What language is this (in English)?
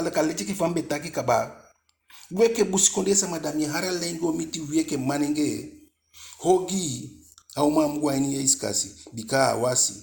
Eastern Maroon Creole